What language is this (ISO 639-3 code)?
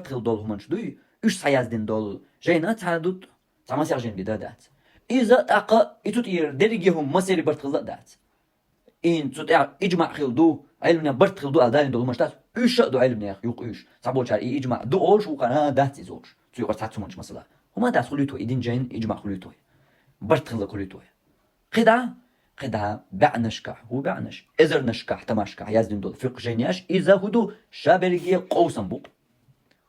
che